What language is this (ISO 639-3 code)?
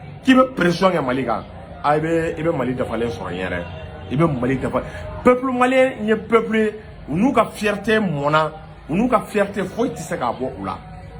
bam